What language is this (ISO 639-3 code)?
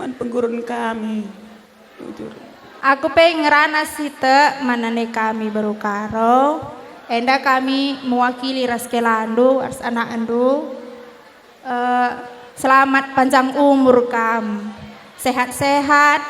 btx